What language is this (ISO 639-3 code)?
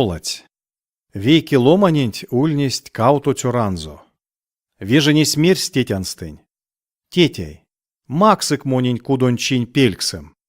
myv